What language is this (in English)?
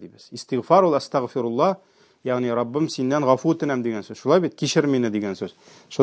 Tatar